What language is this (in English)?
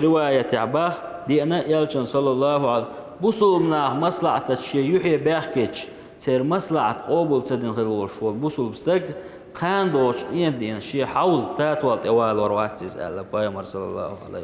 Chechen